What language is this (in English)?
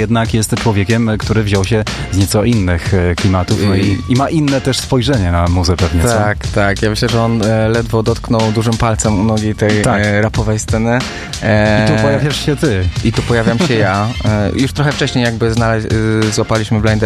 Polish